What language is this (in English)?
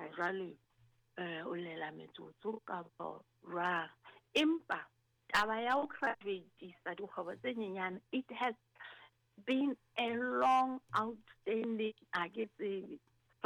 Southern Sotho